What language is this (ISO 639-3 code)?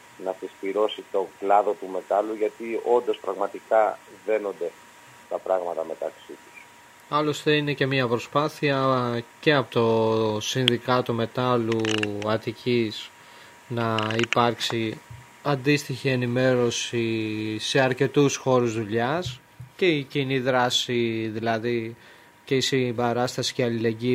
ell